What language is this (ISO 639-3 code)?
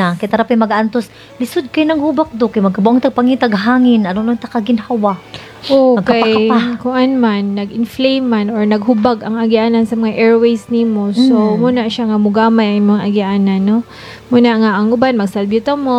ceb